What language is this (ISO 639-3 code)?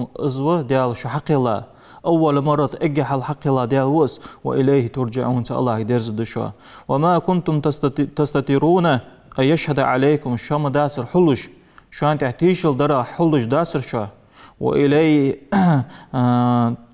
inh